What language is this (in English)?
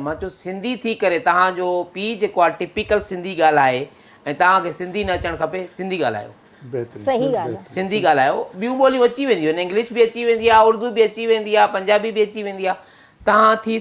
Sindhi